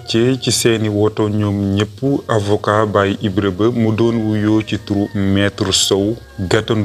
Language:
Wolof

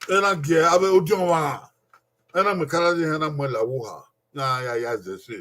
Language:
Bini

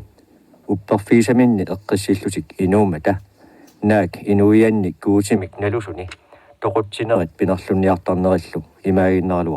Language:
Kalaallisut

